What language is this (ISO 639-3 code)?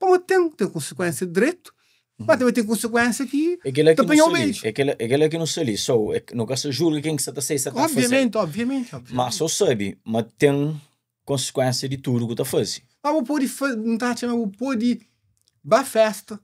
kea